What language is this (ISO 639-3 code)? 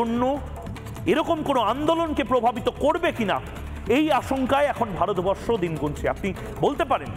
ben